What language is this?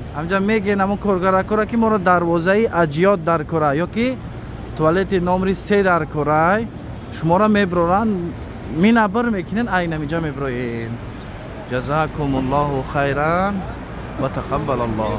Tajik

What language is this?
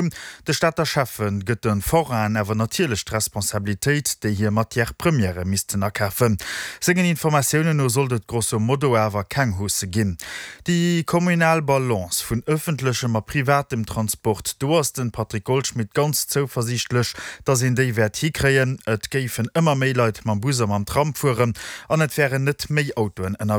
Luxembourgish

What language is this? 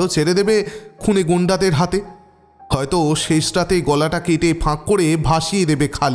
Bangla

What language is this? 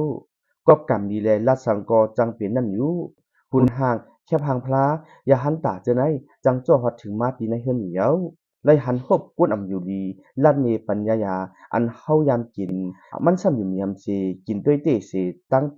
Shan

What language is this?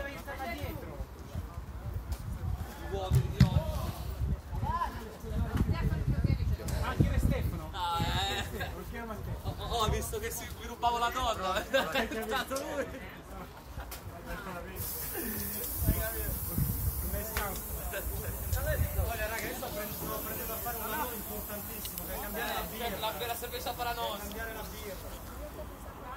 Portuguese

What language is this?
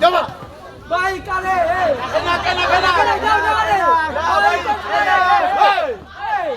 Ambonese Malay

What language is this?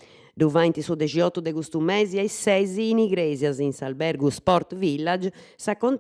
Sardinian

